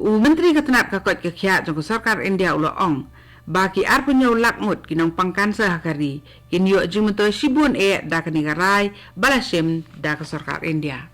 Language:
Khasi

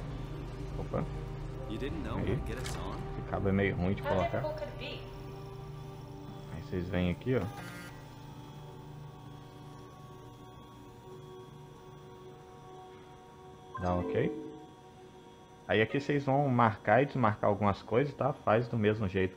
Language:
Portuguese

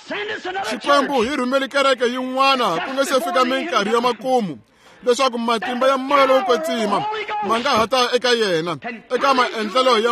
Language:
Tsonga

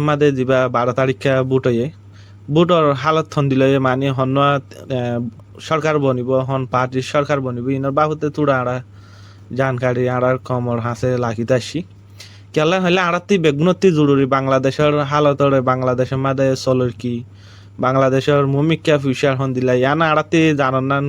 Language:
Rohingya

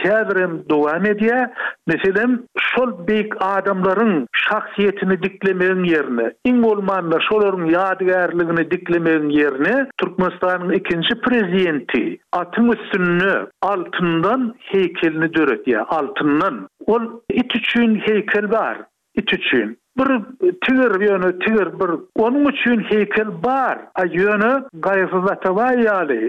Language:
Turkmen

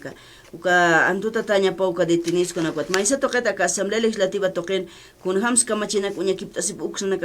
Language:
Aymara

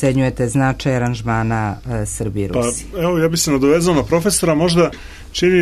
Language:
Serbian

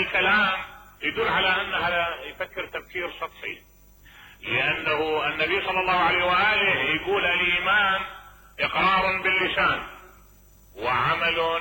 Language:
Mesopotamian Arabic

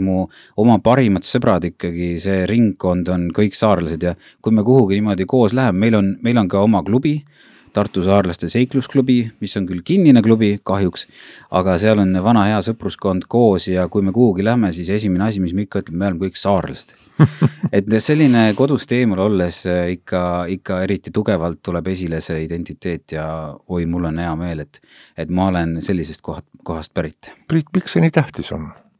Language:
Estonian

